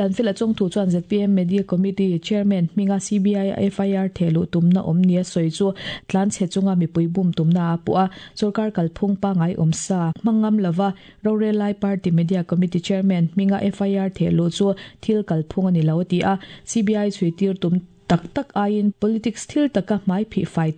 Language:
Mizo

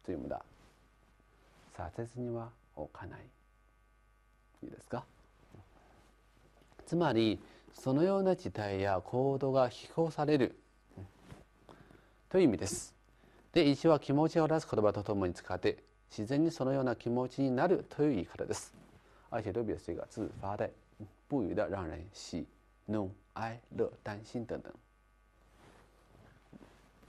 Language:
Japanese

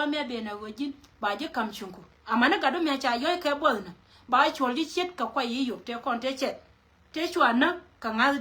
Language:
Nuer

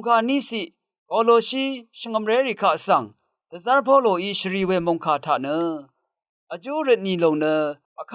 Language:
Rawang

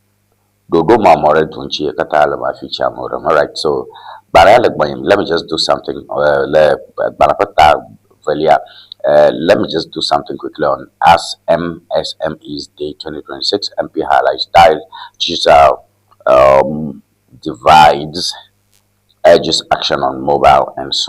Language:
Ewe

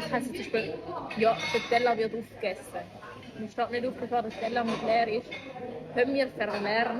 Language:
Swiss German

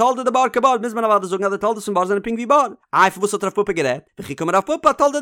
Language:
Yiddish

